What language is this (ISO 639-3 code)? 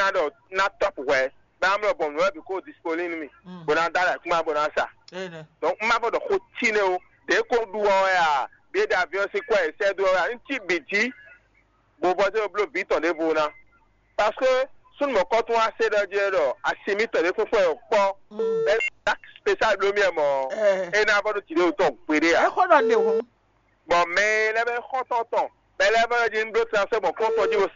fon